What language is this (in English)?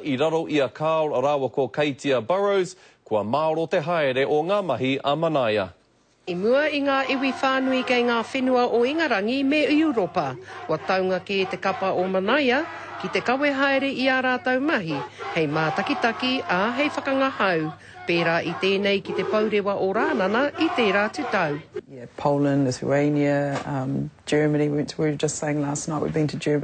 Māori